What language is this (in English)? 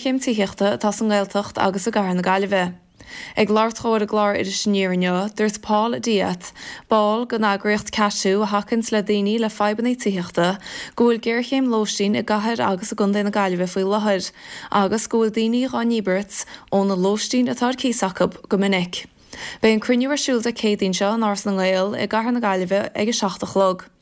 Irish